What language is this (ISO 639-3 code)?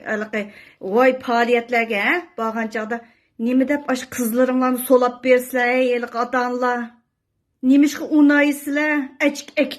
uig